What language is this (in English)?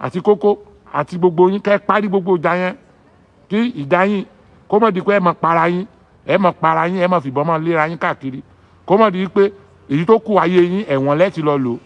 Yoruba